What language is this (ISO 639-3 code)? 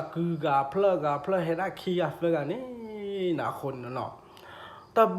ksw